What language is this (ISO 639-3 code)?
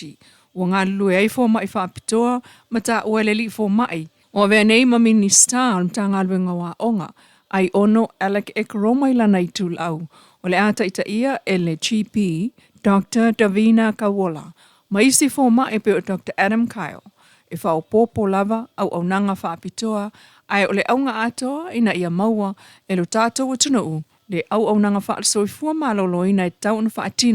smo